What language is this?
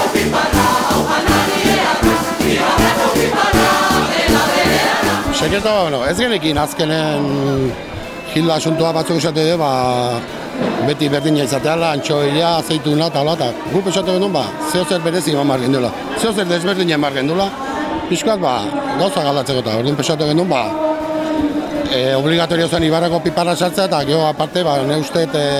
Basque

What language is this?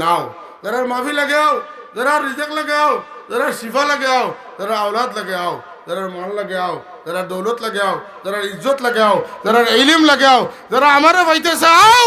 Sylheti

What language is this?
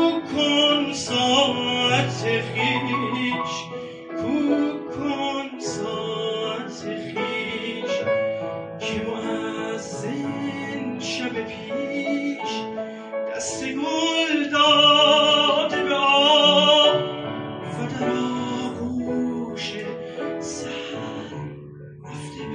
Persian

